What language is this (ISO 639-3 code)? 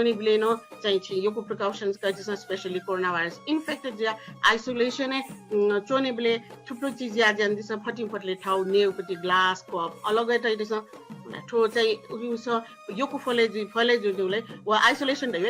new